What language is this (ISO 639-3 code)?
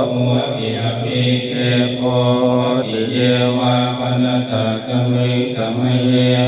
pli